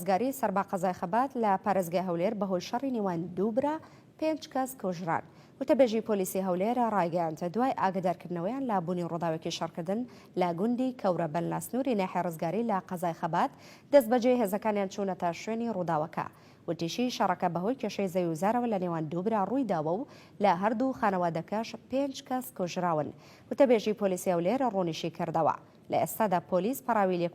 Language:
Central Kurdish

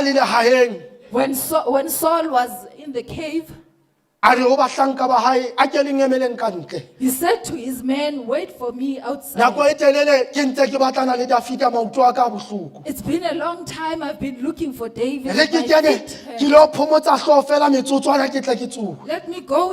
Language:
Southern Sotho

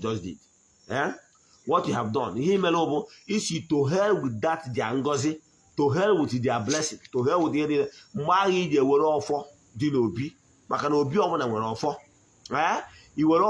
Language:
Igbo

